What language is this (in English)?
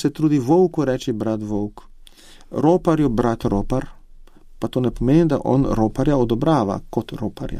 Slovenian